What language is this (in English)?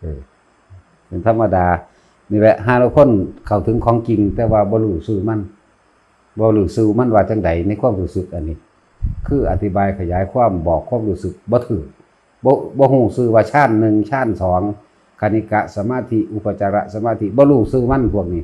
Northeastern Thai